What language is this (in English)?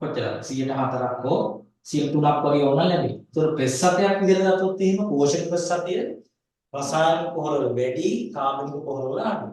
Sinhala